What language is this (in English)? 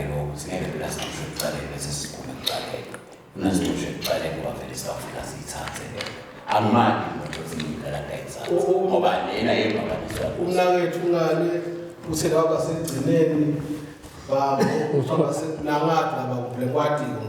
Swati